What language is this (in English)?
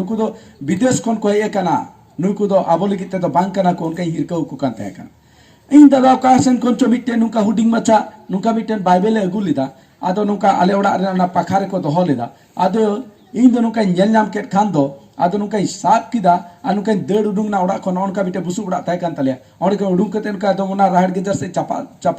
Santali